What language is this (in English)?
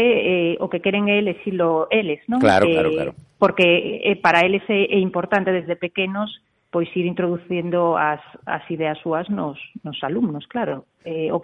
Galician